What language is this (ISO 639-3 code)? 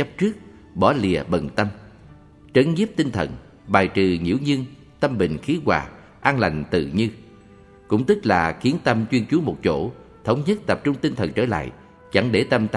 vie